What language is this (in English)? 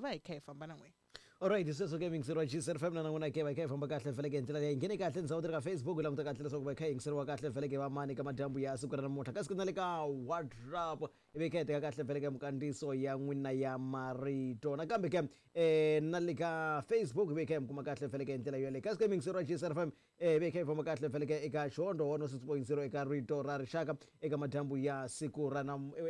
Tsonga